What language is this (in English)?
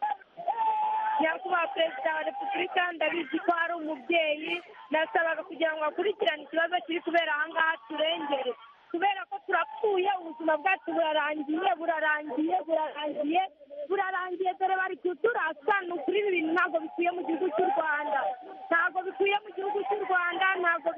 Kinyarwanda